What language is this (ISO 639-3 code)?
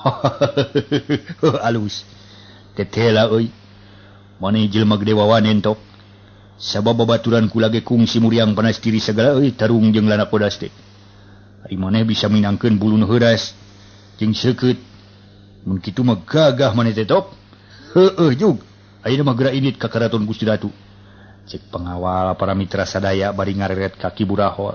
sun